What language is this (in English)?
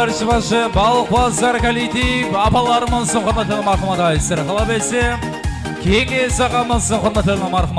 Kara-Kalpak